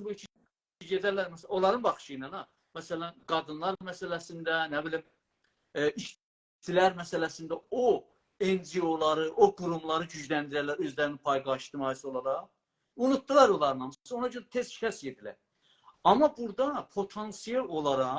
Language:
South Azerbaijani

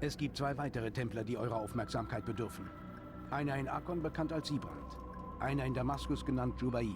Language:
Bavarian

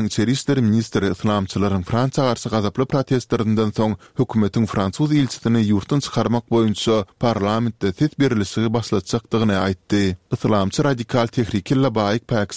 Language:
Turkmen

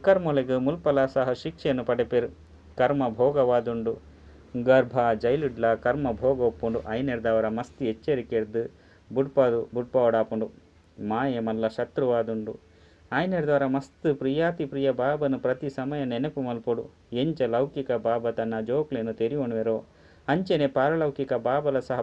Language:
Tulu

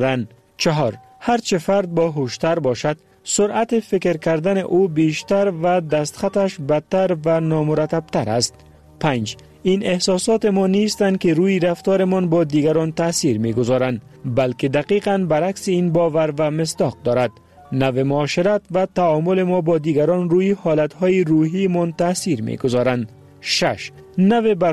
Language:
Persian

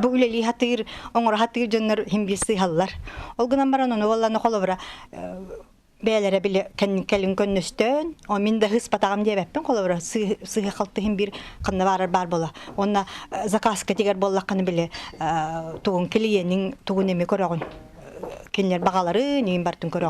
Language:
Yakut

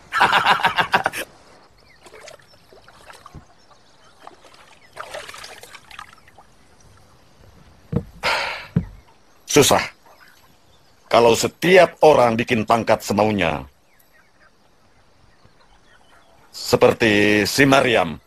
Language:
Indonesian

